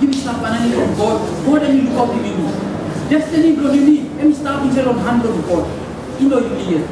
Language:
Tok Pisin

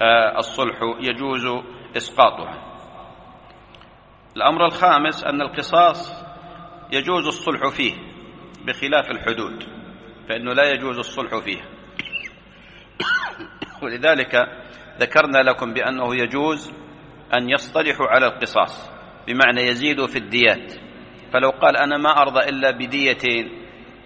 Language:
Arabic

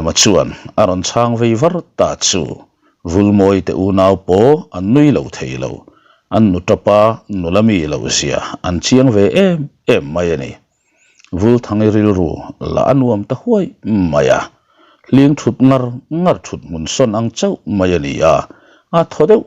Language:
Mizo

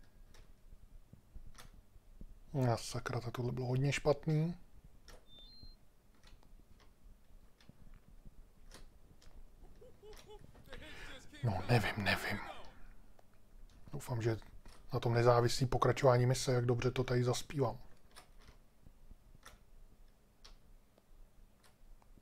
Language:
Czech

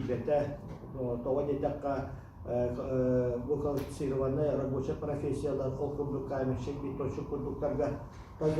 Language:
Yakut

